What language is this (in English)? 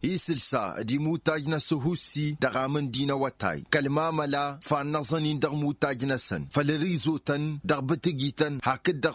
Tamasheq